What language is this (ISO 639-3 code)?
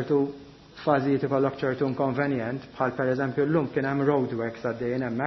mlt